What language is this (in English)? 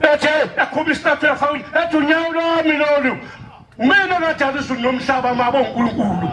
Zulu